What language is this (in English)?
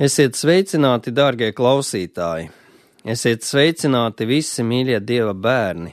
Latvian